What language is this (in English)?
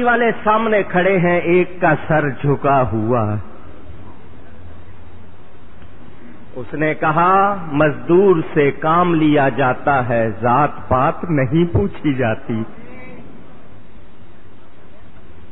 Urdu